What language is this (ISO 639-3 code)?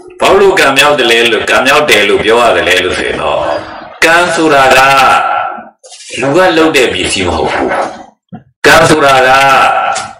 mya